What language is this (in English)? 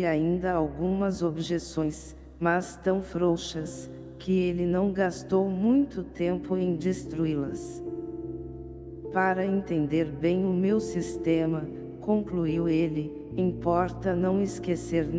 Portuguese